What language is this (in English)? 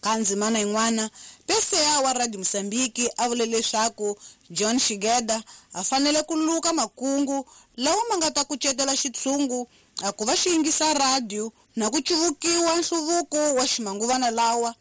Tsonga